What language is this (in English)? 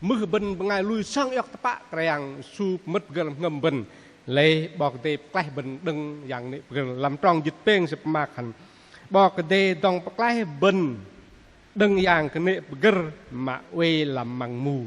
Bahnar